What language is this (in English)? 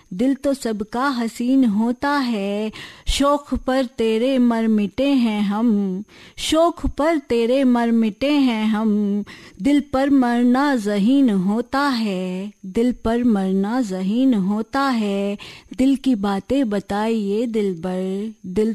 Hindi